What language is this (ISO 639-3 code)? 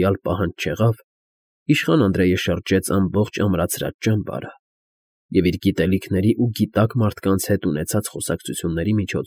hye